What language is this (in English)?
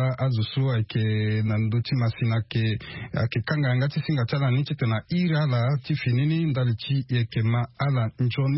Sango